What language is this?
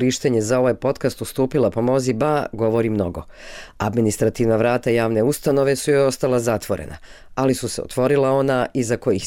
Bosnian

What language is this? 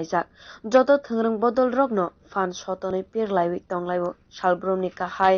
Kok Borok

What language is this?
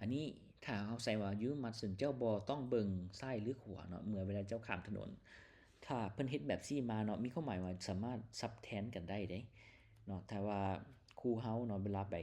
Lao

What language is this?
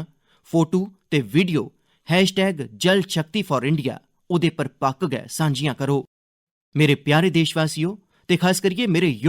Dogri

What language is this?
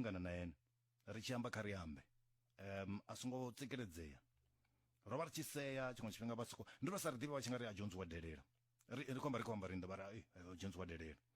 Venda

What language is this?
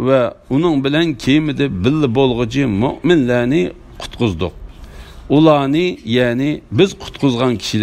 Uyghur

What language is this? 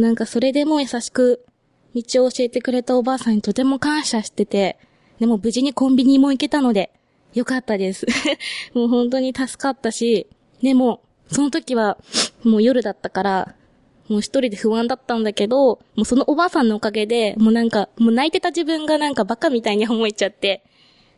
Japanese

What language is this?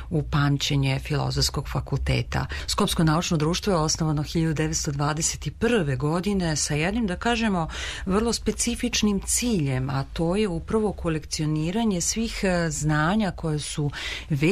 Serbian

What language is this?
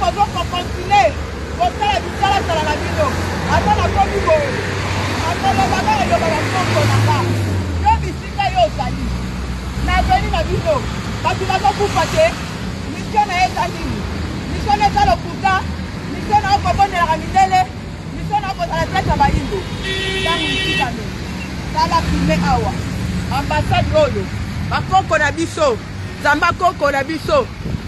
Lingala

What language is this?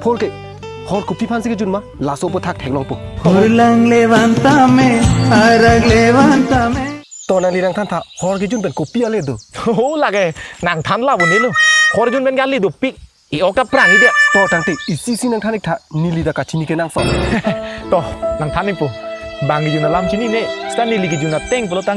Karbi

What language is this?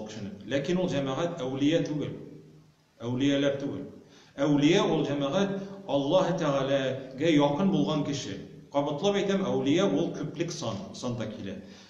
Tatar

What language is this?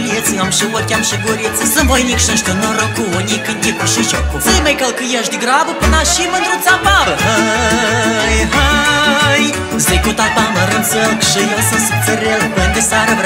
Romanian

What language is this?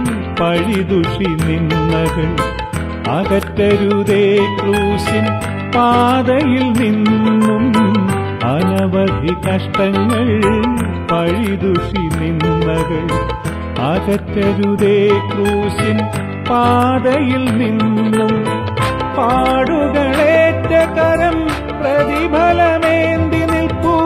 Malayalam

